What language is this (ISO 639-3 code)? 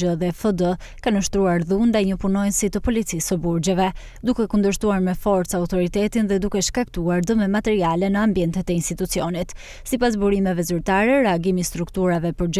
sqi